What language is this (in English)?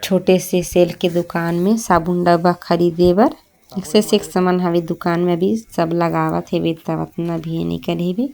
Chhattisgarhi